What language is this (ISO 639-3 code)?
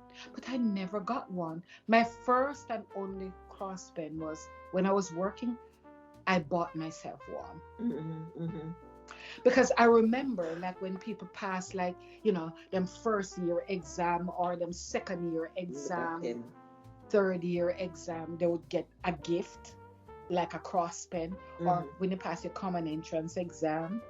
jam